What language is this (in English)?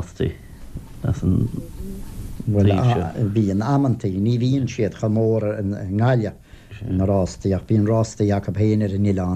Irish